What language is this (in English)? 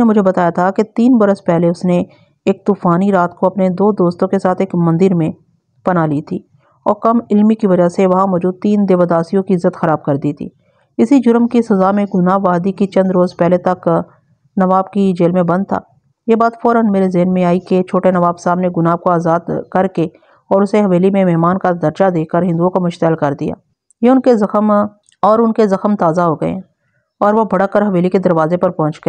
Urdu